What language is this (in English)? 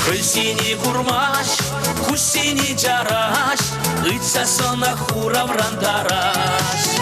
Chuvash